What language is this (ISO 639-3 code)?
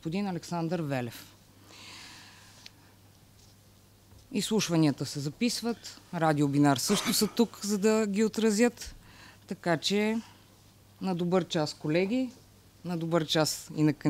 bul